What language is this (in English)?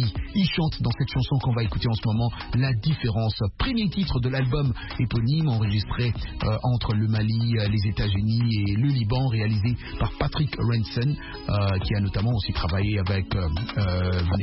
French